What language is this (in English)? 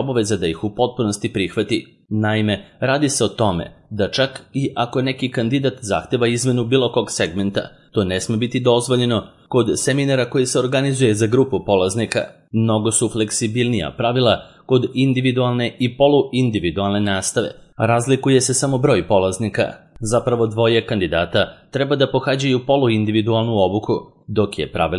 Serbian